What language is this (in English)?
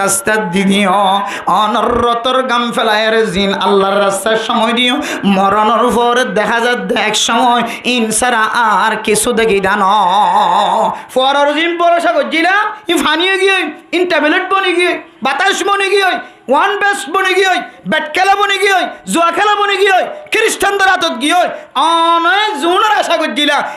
Rohingya